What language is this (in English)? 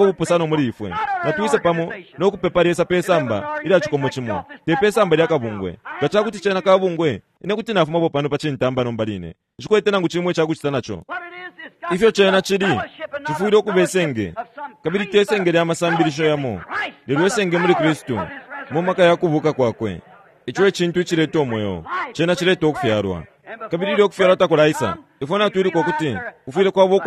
Bemba